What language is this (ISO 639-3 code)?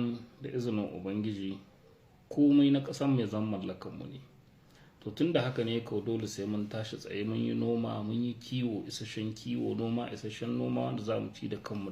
hau